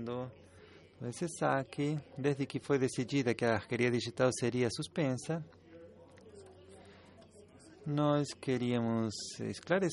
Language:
Portuguese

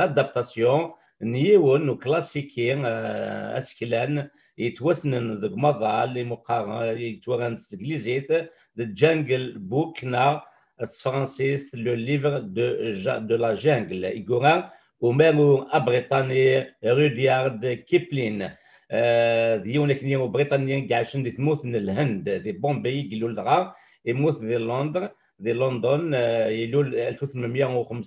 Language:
Kabyle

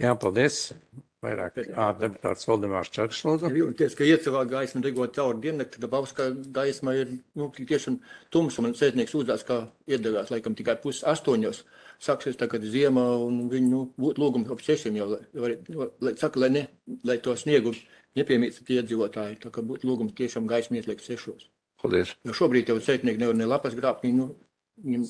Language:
Latvian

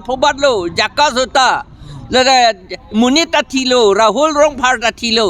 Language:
Karbi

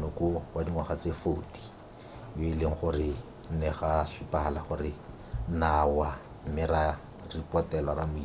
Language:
Tswana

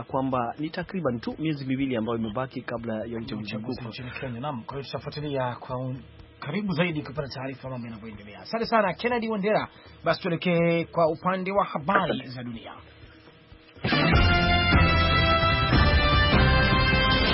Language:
Swahili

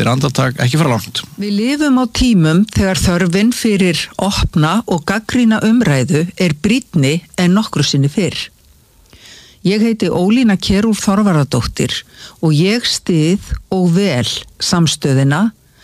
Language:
Icelandic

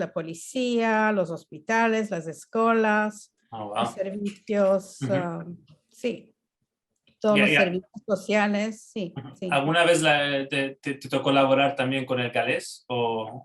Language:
Ladino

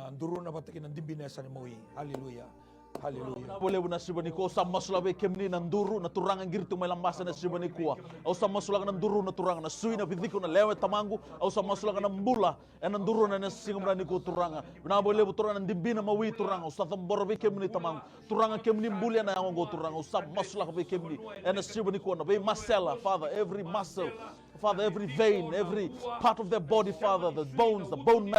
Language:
Fijian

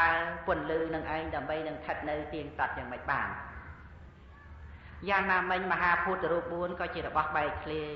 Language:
Khmer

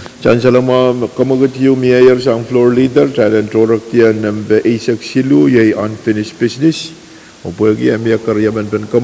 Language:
Pohnpeian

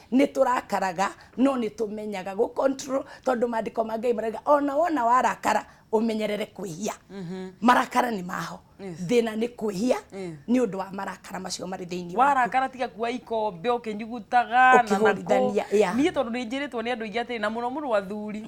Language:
Kikuyu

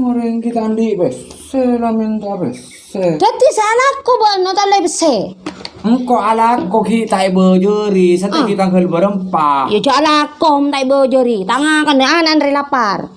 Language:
Madurese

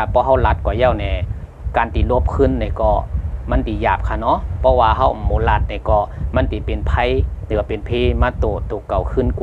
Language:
Shan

